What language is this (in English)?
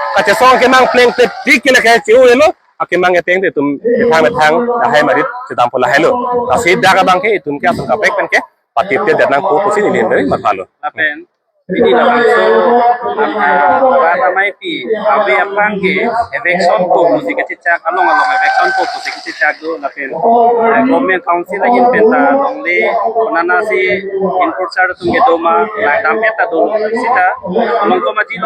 Karbi